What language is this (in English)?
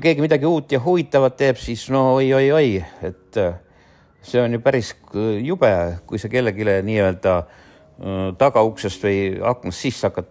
Estonian